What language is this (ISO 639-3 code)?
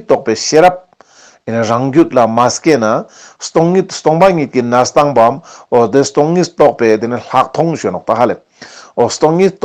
lbj